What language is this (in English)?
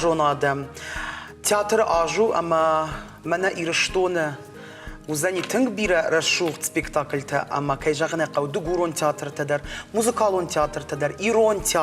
Ossetic